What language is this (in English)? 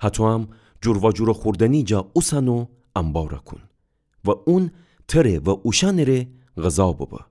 Gilaki